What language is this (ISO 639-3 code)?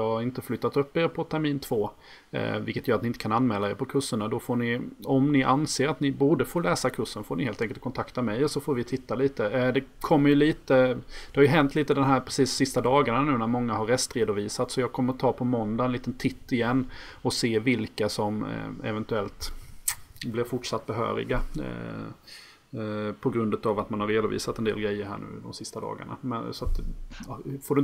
swe